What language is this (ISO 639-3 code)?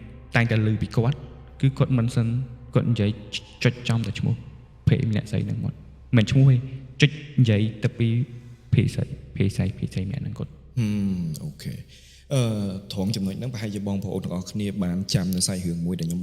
khm